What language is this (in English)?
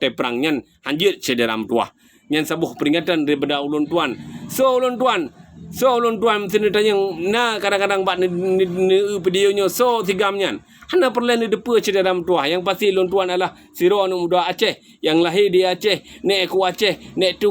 Achinese